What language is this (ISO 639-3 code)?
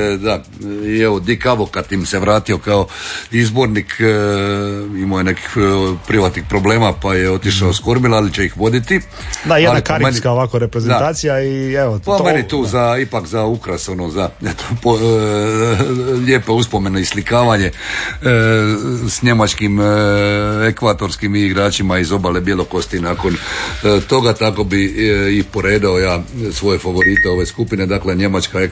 hrv